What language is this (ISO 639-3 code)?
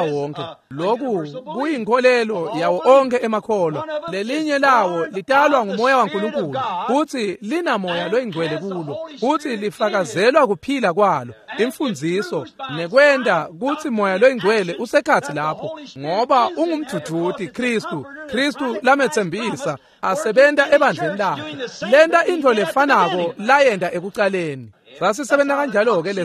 ssw